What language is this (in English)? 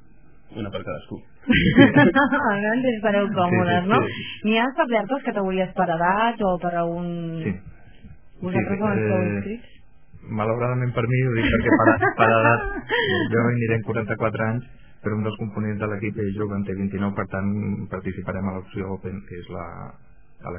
Catalan